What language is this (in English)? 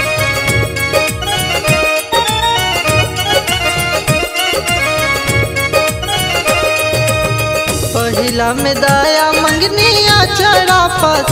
Bhojpuri